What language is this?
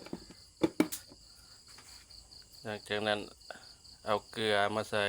Lao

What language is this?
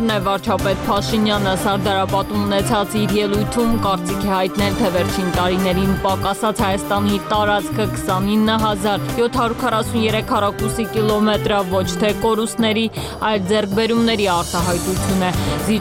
Armenian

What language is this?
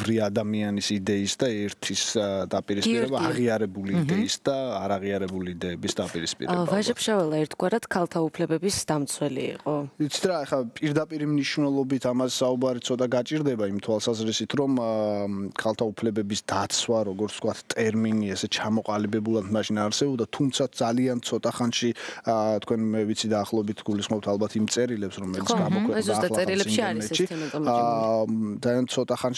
Georgian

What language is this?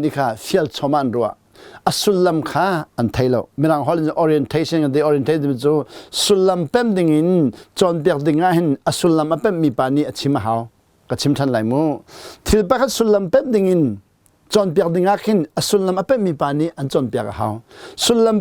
Hakha Chin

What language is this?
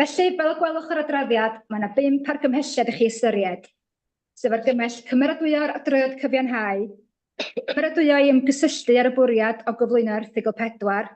Welsh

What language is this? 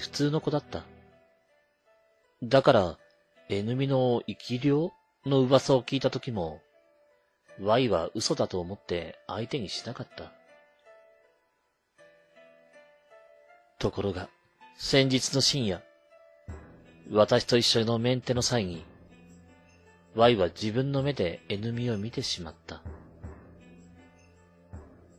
Japanese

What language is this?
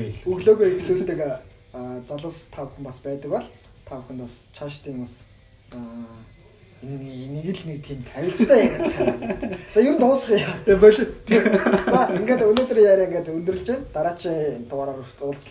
Mongolian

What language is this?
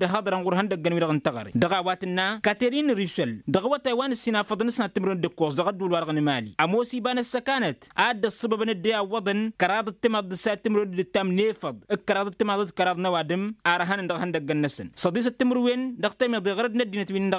Tamasheq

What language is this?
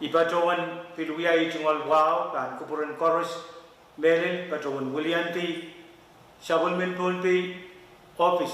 Pohnpeian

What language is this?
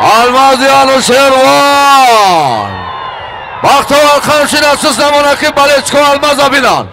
Tajik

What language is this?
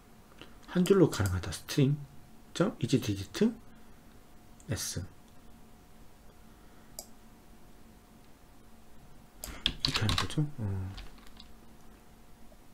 Korean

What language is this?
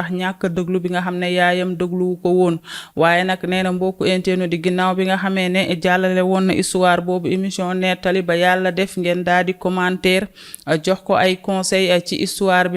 Wolof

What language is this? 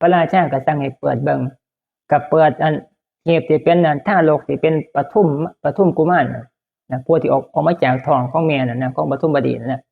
Northeastern Thai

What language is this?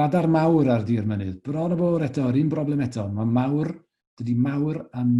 Welsh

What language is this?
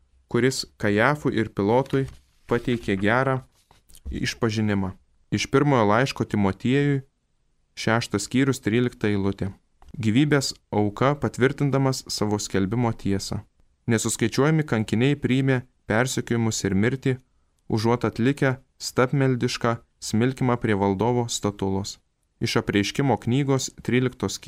Lithuanian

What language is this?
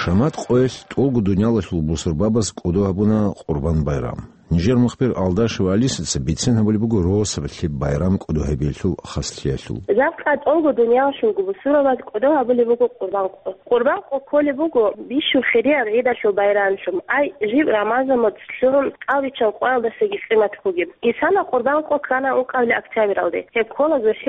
Avaric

